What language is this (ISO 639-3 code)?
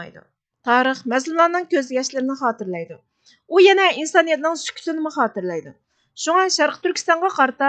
uig